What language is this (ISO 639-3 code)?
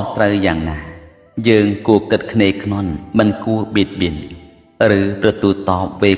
khm